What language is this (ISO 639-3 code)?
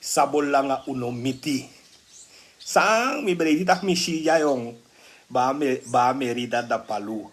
srn